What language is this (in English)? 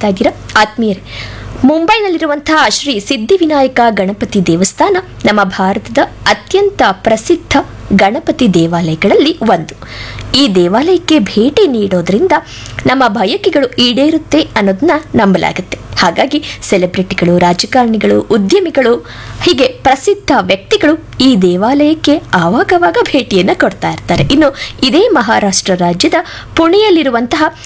Kannada